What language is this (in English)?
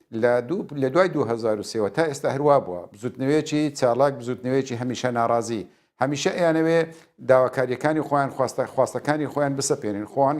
Central Kurdish